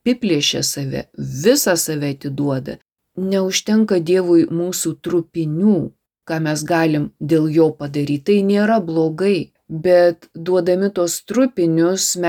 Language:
Lithuanian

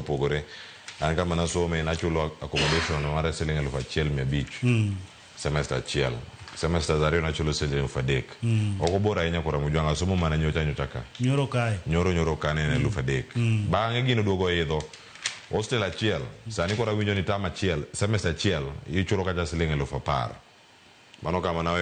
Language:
Luo (Kenya and Tanzania)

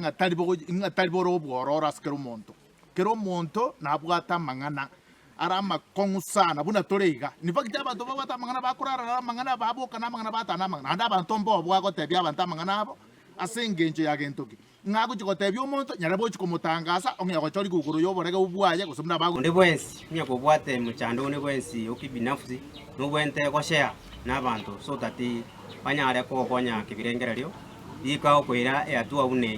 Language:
Gusii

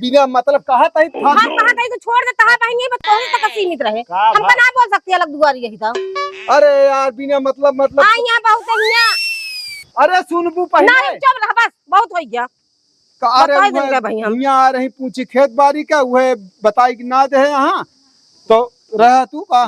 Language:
Awadhi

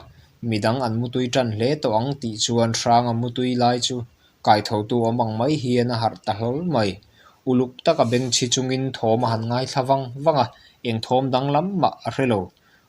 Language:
Mizo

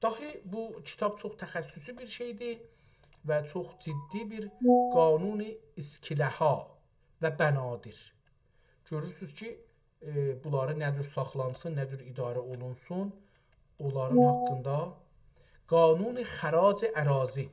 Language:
South Azerbaijani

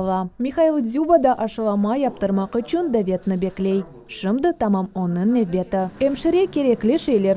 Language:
Crimean Tatar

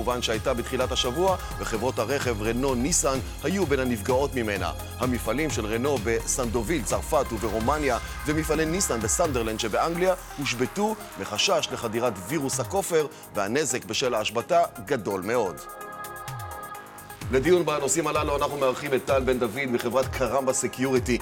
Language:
Hebrew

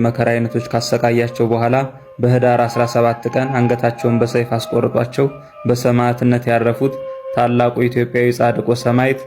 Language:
Amharic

